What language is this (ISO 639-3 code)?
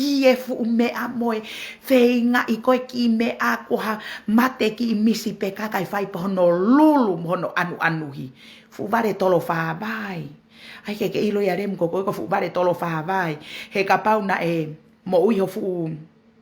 ton